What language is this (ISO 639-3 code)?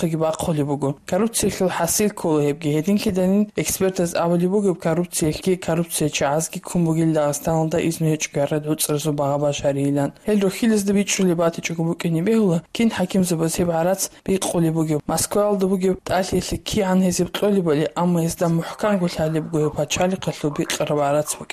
ava